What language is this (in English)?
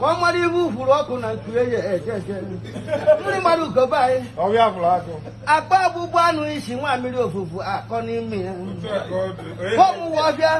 Igbo